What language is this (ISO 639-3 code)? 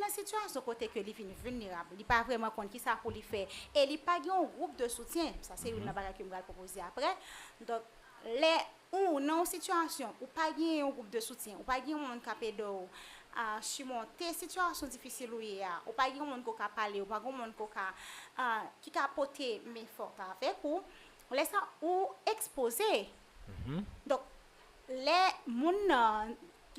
hat